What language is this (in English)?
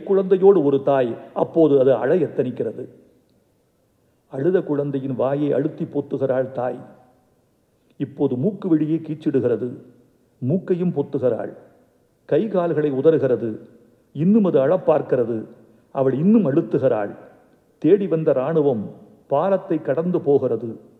Tamil